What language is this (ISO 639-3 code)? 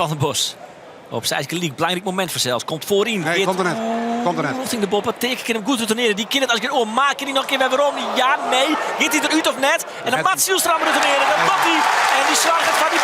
fry